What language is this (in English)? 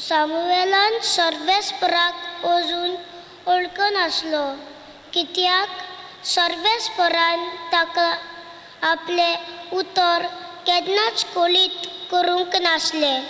Konkani